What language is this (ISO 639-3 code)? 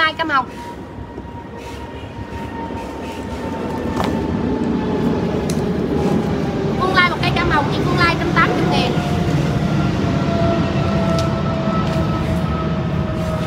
vie